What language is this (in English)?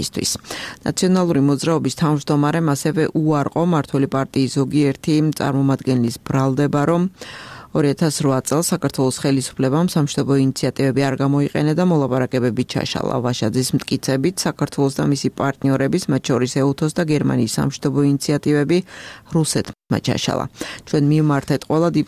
Georgian